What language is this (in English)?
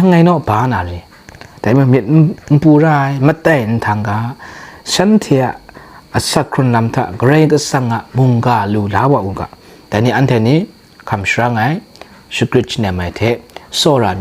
Kachin